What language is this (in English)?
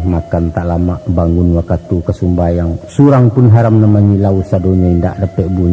Minangkabau